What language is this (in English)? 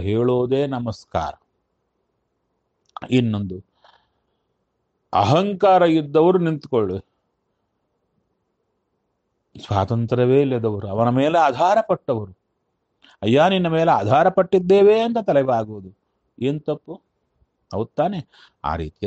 Kannada